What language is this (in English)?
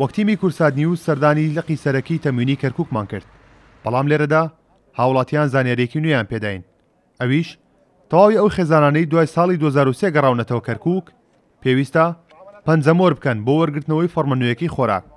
Central Kurdish